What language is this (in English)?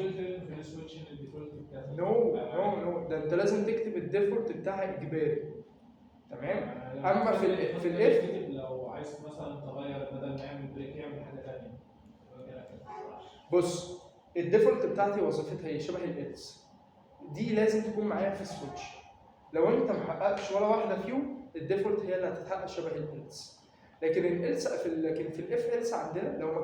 Egyptian Arabic